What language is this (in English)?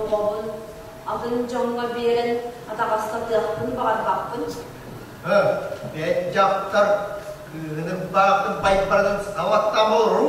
Yakut